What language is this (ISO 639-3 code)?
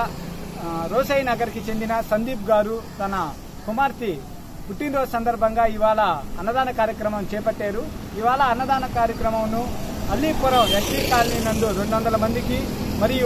tel